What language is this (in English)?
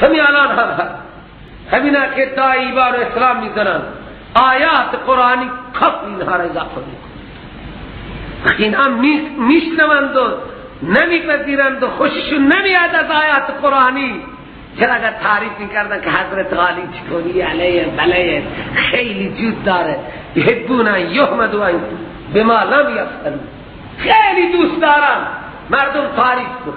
Persian